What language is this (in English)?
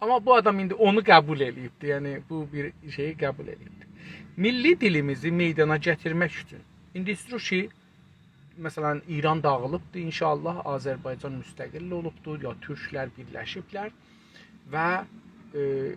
South Azerbaijani